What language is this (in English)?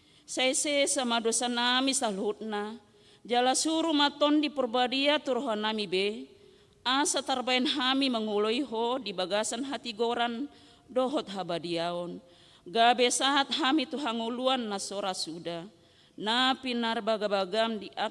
Batak Toba